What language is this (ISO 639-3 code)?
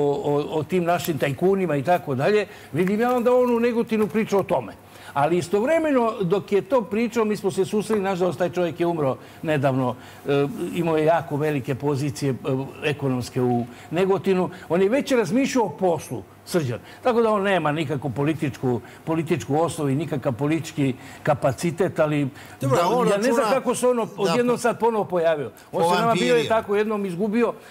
srp